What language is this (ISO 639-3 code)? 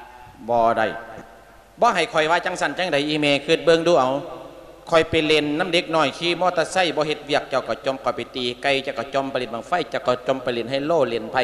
lao